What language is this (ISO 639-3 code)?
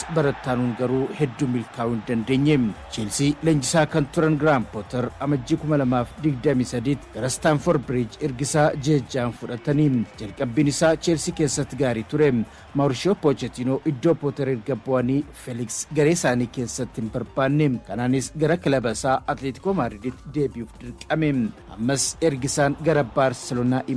orm